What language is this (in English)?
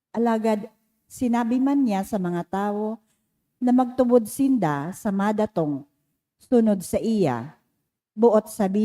Bikol